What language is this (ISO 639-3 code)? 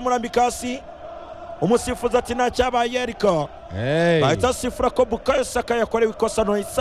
kin